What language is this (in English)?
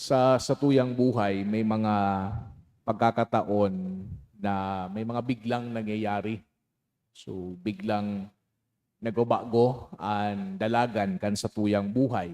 Bikol